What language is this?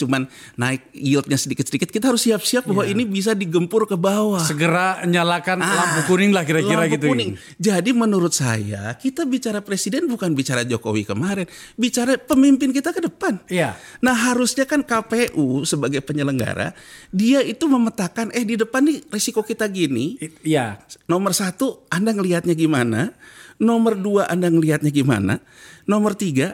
Indonesian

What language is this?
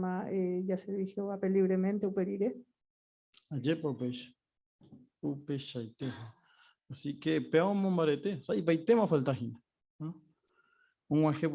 Guarani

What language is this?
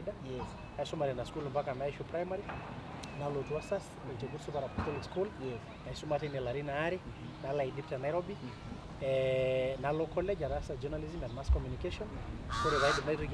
Masai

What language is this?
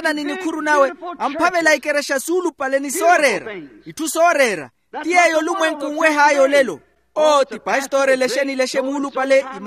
Makhuwa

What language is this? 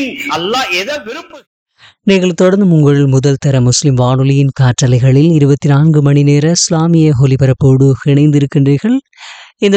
Tamil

